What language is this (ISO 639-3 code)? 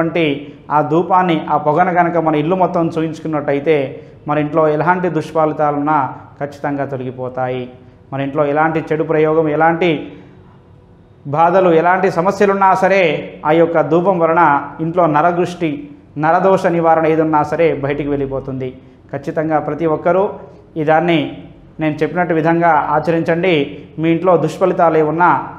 tel